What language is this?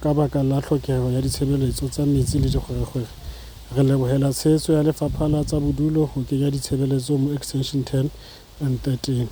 Southern Sotho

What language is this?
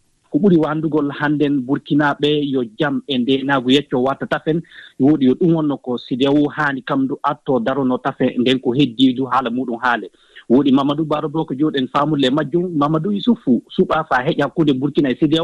Fula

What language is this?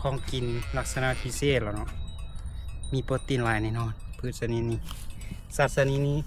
Lao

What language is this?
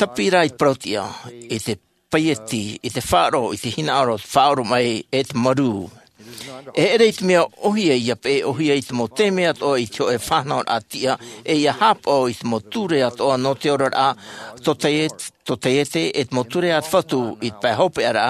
Tahitian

